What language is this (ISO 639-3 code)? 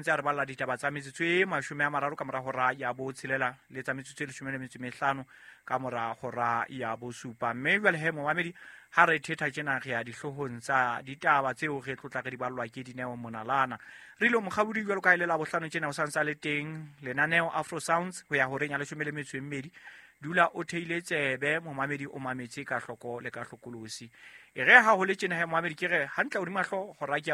sot